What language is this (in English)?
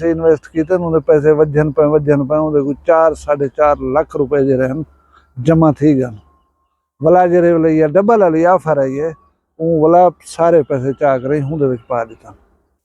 Saraiki